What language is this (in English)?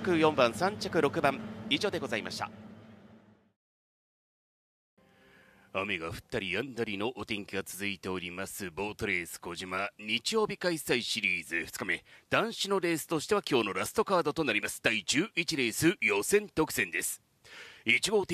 Japanese